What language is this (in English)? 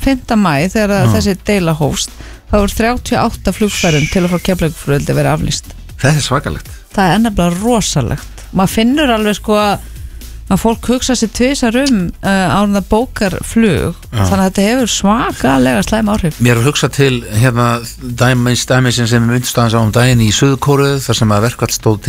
Icelandic